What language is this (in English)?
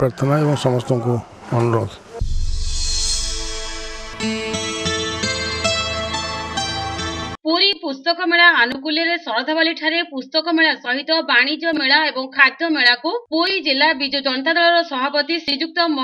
Odia